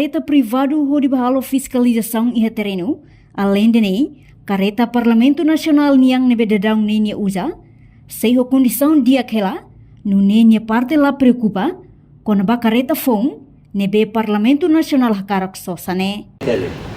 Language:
Tetum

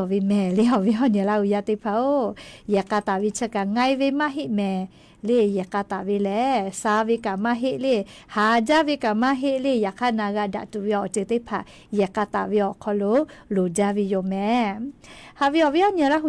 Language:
Lahu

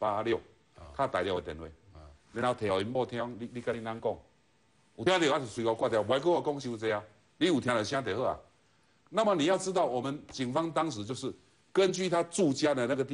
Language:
Chinese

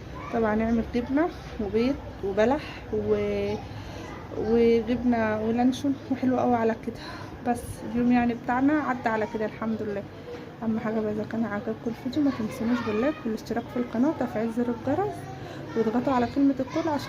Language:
Egyptian Arabic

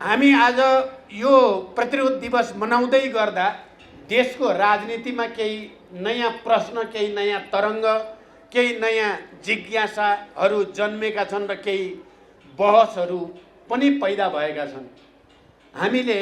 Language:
Nepali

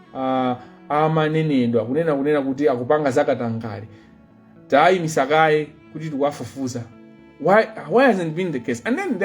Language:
Nyanja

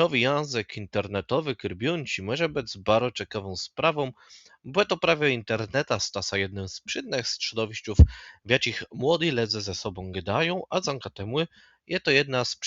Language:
Kashubian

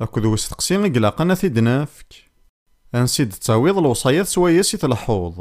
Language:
Kabyle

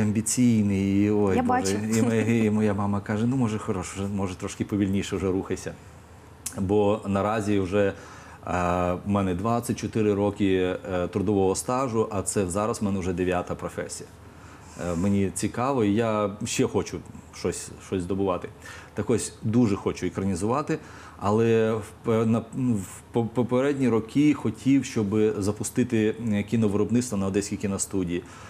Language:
Ukrainian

